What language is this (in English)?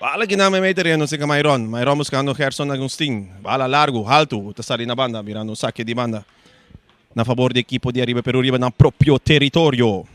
Papiamento